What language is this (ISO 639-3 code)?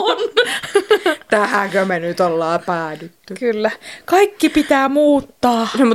fin